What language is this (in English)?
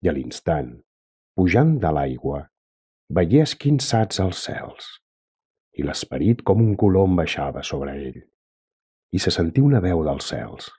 Catalan